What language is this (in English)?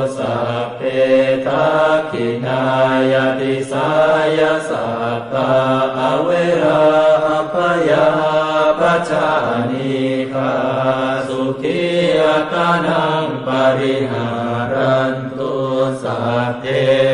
Pali